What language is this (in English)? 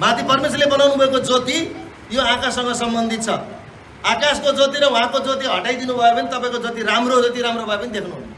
Nepali